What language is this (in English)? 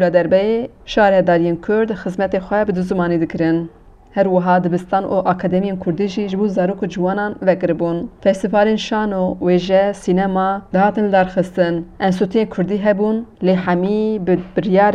Kurdish